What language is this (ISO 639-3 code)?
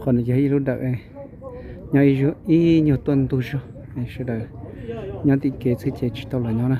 hmn